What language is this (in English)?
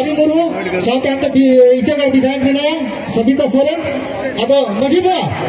Santali